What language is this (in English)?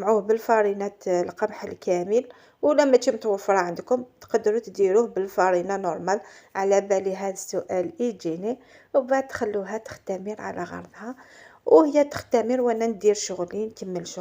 Algerian Arabic